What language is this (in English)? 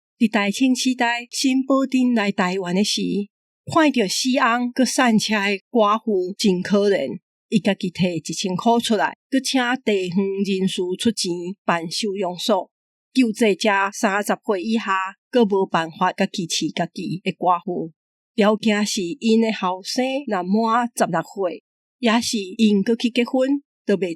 Min Nan Chinese